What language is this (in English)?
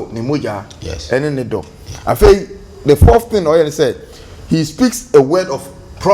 Akan